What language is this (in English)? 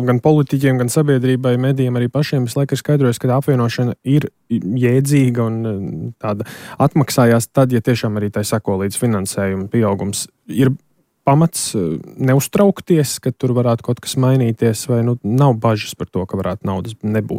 Latvian